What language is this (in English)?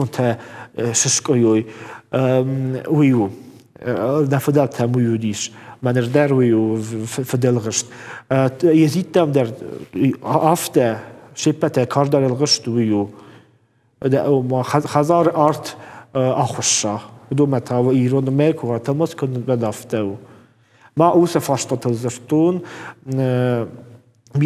Ossetic